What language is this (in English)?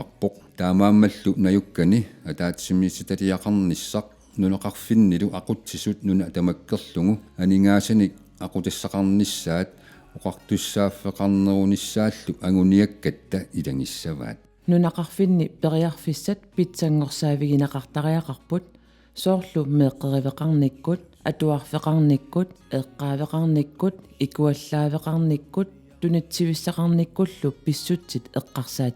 Kalaallisut